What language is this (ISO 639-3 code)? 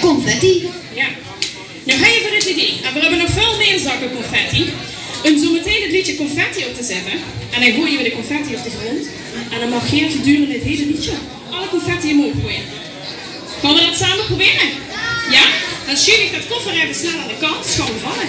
lim